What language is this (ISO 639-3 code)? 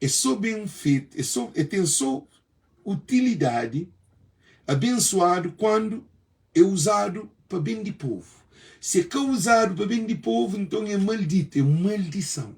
kea